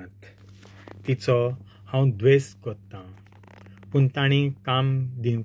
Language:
Konkani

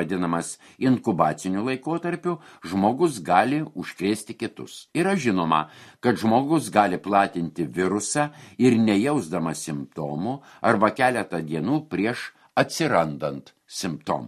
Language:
Lithuanian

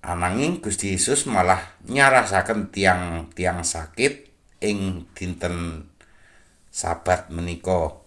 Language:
Javanese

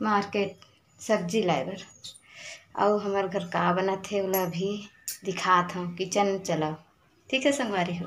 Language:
Chhattisgarhi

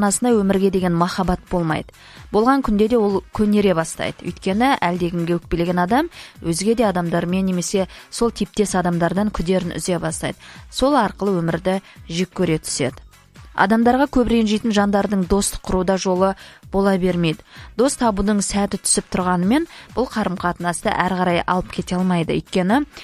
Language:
Kazakh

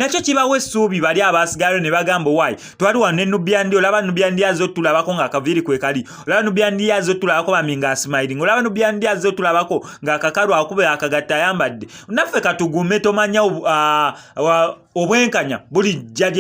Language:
Ganda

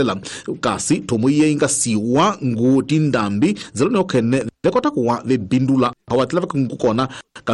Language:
Tsonga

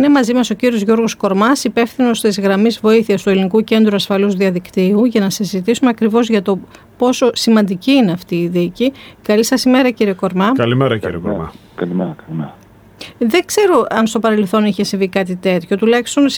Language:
Greek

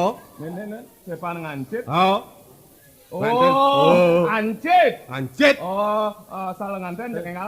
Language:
Balinese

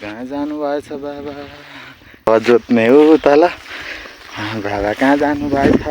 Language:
Nepali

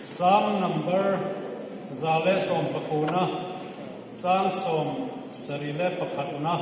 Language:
Hmar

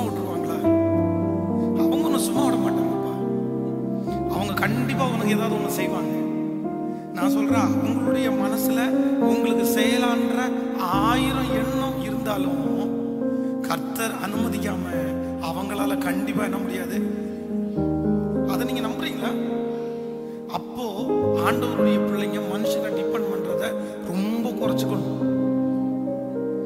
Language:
Tamil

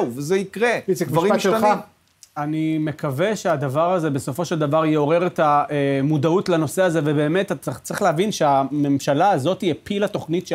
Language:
Hebrew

